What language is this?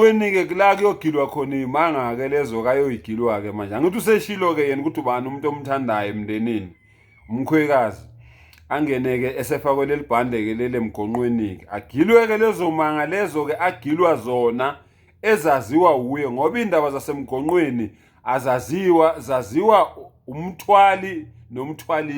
Zulu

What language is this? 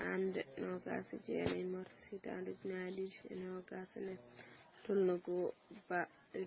Fula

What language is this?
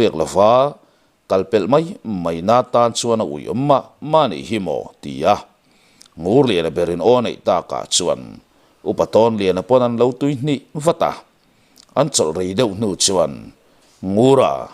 Mizo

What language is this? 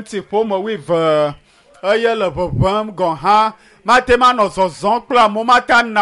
Ewe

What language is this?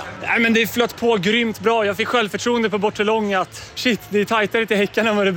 Swedish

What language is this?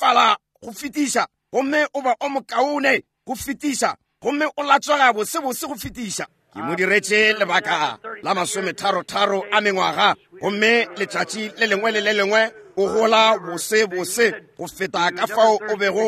Northern Sotho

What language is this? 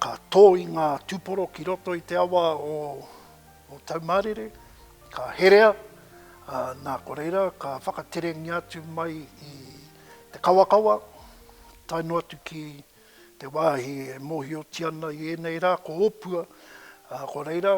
Māori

